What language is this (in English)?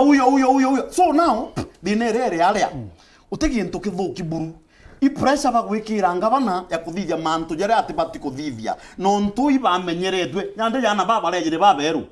Meru